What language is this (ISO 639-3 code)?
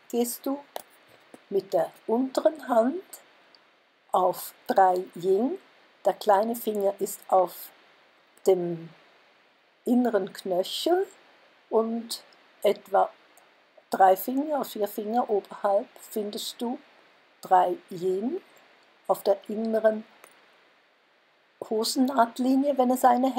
deu